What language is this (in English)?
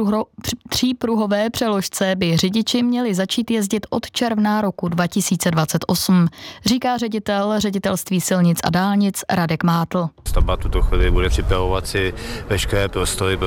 Czech